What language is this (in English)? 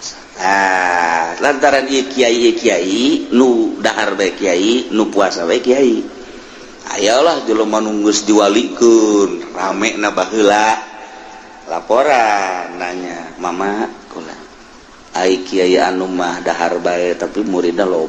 Sundanese